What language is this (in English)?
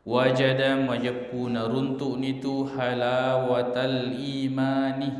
Buginese